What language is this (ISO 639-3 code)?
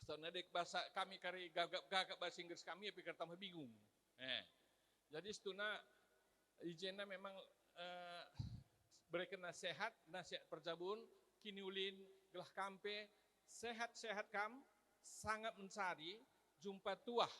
btx